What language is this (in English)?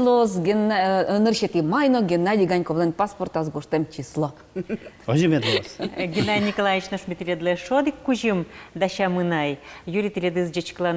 Udmurt